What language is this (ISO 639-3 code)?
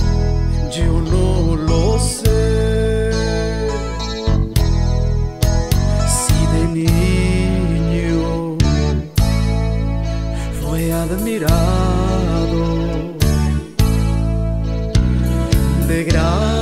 spa